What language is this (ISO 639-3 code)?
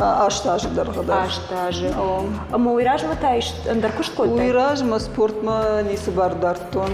oss